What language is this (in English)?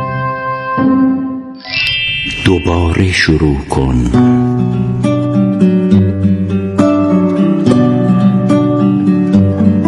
Persian